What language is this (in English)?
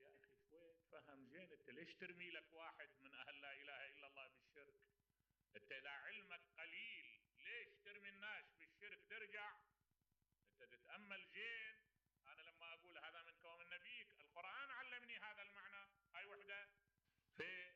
Mesopotamian Arabic